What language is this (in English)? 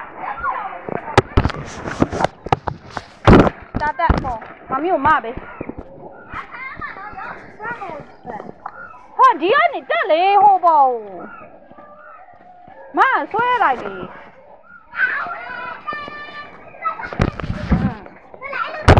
Burmese